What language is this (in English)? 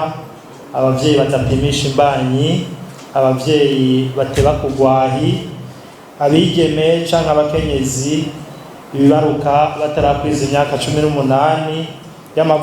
Rundi